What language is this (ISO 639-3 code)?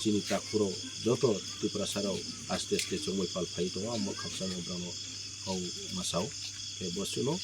trp